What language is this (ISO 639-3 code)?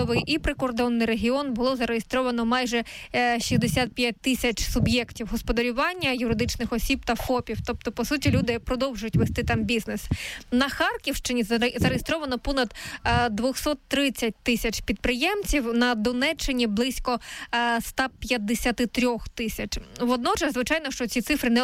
ukr